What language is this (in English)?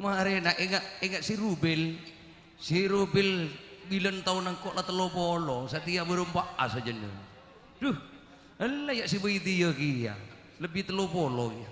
Madurese